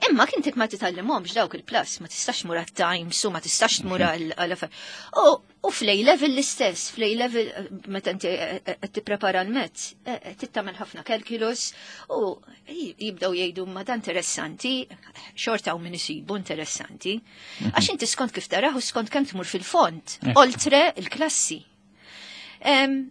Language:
Maltese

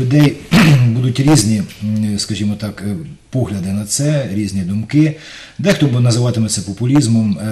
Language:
Ukrainian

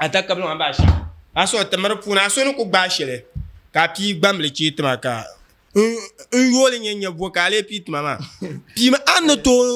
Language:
Dagbani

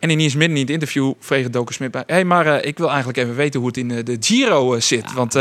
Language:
Western Frisian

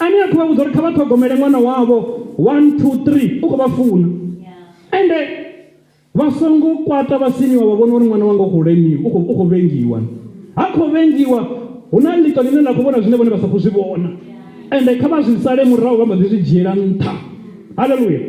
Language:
Venda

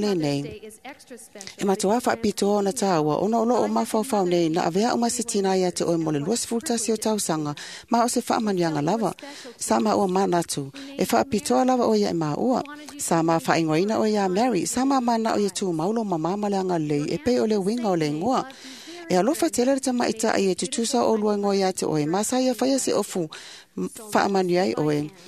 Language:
Samoan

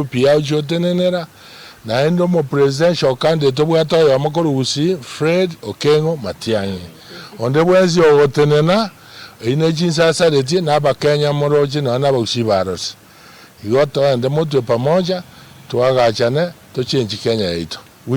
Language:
Gusii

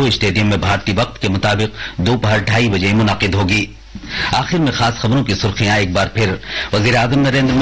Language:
Urdu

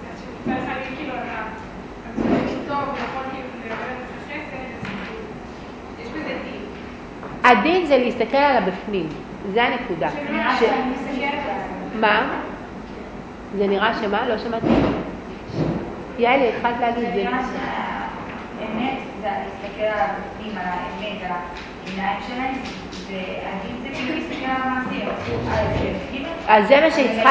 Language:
Hebrew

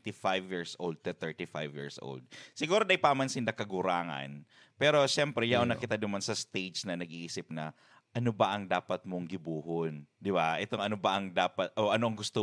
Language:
Bikol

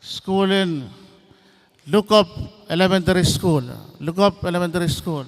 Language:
Pohnpeian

